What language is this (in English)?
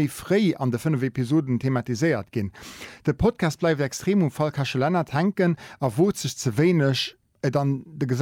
Luxembourgish